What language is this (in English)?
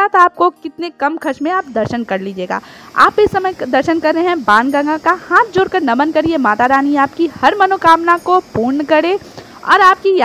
Hindi